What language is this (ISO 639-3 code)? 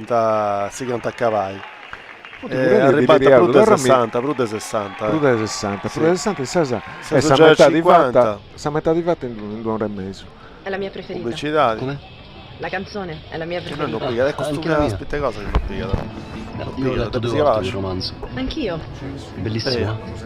srd